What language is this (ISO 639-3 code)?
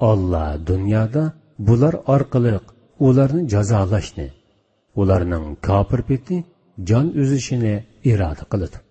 uig